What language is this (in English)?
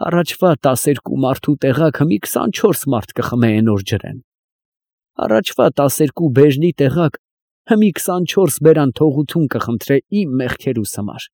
Armenian